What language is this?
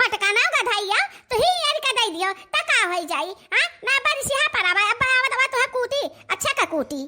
Awadhi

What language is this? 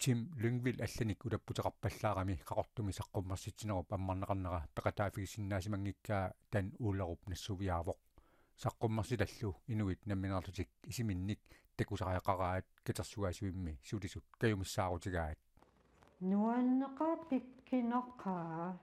Kalaallisut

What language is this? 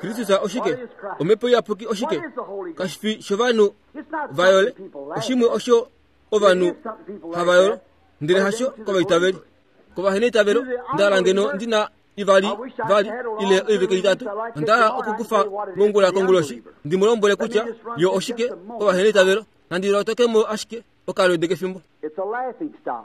Kuanyama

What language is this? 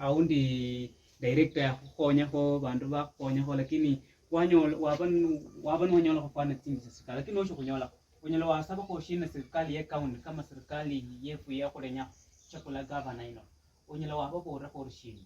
Luyia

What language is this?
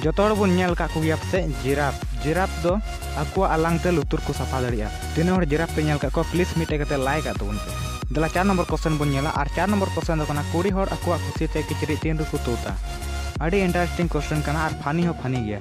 Santali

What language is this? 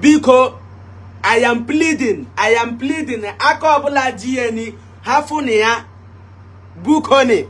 Igbo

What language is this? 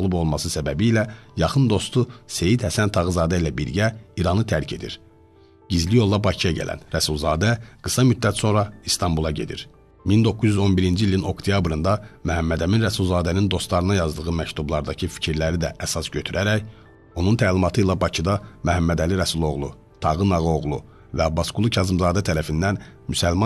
Azerbaijani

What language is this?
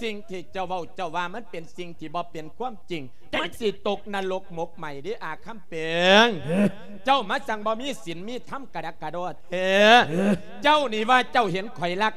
Lao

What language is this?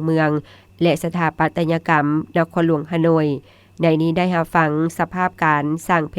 Lao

